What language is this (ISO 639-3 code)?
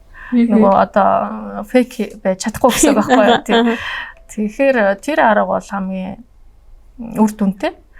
mon